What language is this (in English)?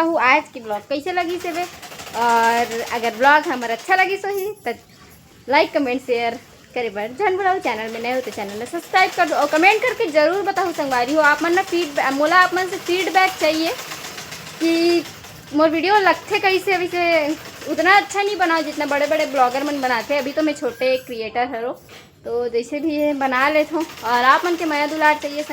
Chhattisgarhi